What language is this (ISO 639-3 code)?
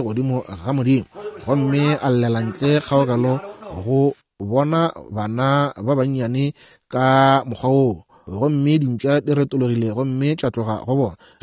nso